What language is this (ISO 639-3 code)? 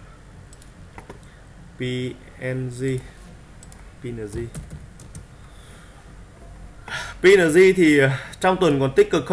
vie